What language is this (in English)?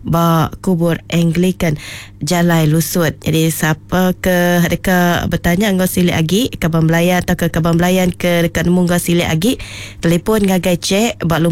Iban